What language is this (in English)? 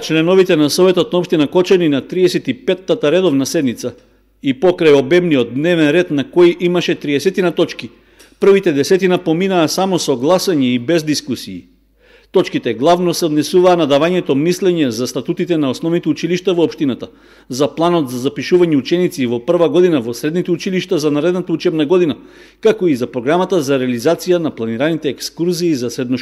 Macedonian